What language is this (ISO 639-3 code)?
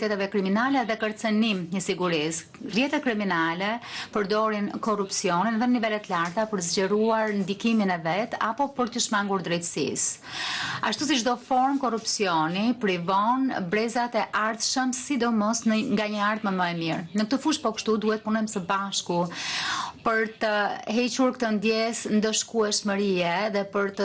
sqi